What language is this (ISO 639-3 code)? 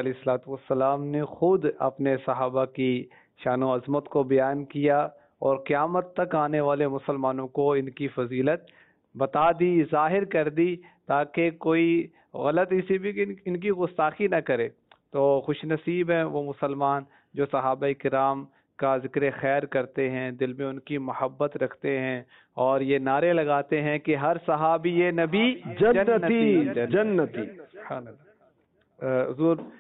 urd